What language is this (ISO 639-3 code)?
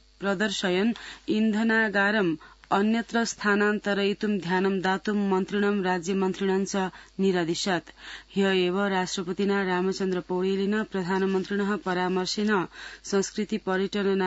san